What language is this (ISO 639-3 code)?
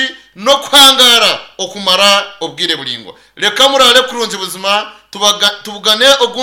nyn